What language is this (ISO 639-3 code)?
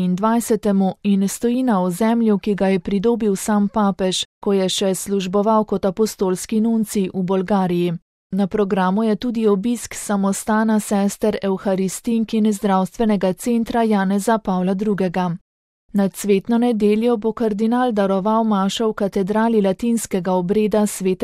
slv